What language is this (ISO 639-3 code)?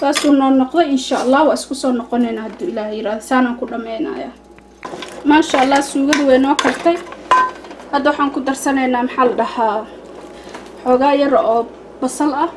som